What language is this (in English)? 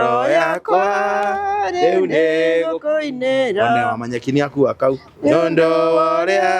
Kikuyu